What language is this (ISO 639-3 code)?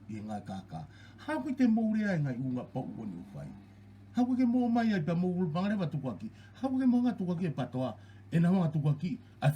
ton